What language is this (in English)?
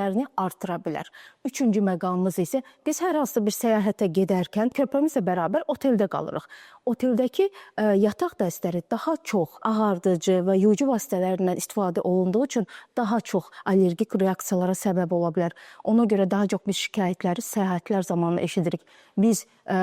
Azerbaijani